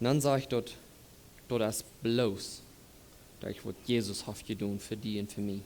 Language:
Plautdietsch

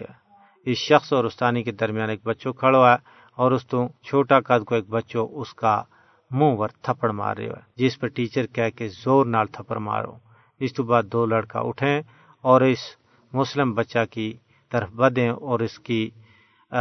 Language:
Gujari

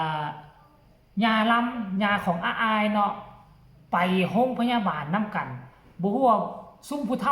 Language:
Northeastern Thai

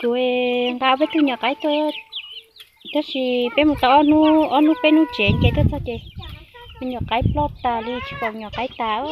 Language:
Hmong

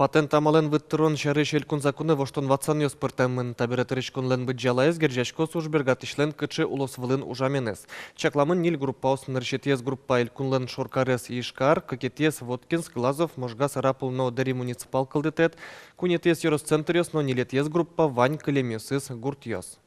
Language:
Udmurt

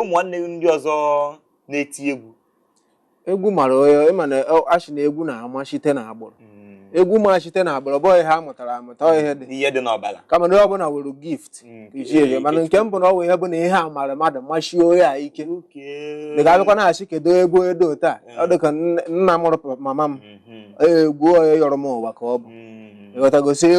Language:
Igbo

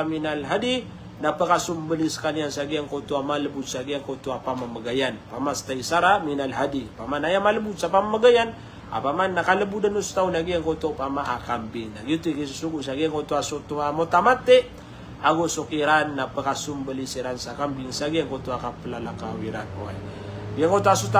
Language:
Maranao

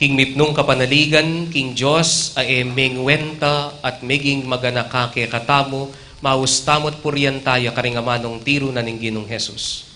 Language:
Pampanga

